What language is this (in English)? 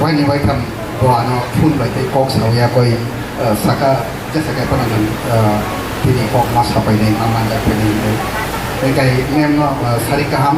Kok Borok